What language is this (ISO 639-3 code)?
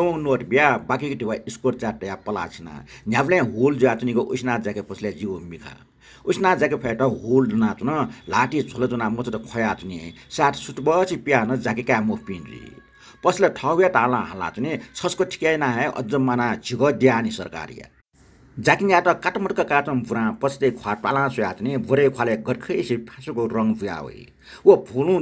new